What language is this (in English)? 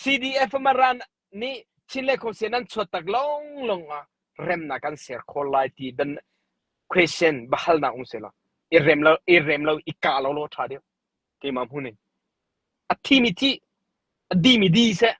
Hakha Chin